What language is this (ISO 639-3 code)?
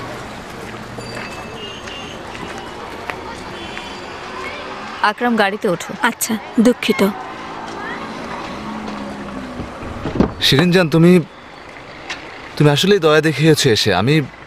ben